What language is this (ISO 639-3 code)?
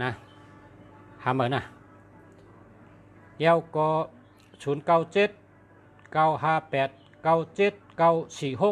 shn